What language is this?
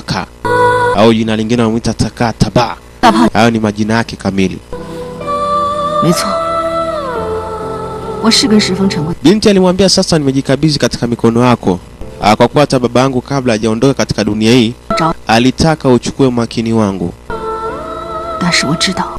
Swahili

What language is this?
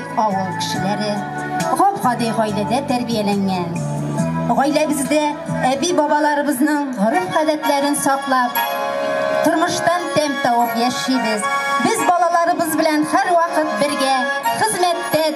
Tatar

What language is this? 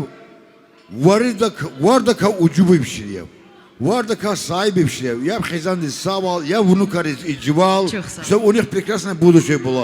Tabassaran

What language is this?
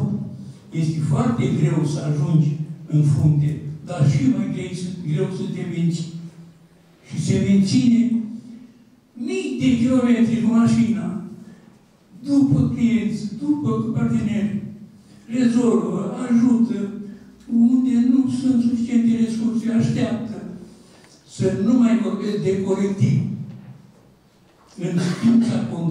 Romanian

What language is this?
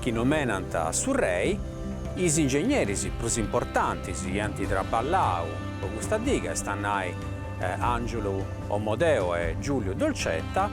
Sardinian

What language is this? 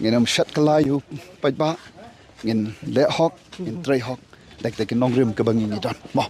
Khasi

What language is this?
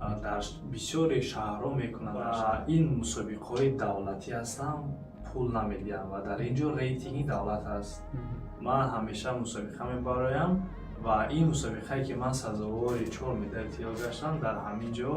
Tajik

